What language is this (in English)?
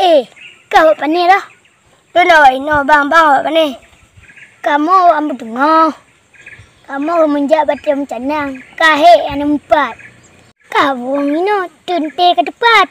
Achinese